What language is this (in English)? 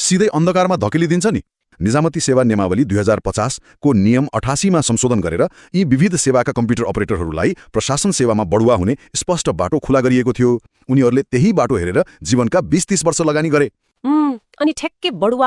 Nepali